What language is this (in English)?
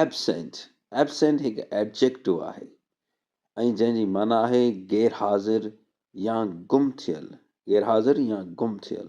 Sindhi